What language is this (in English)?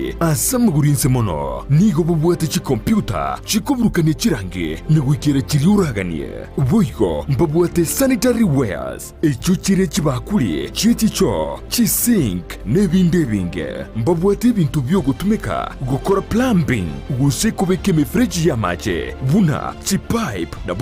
Gusii